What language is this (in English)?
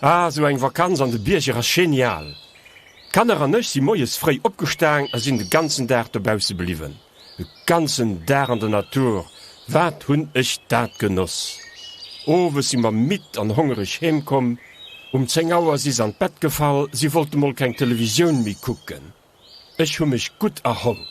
Luxembourgish